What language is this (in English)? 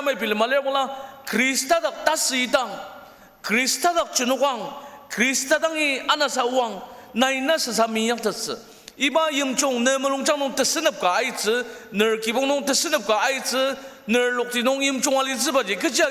Ao Naga